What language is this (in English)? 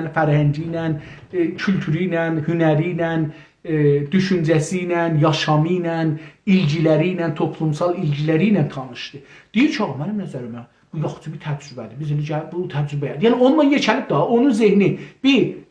South Azerbaijani